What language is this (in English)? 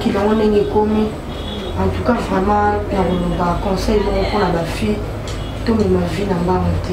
Lingala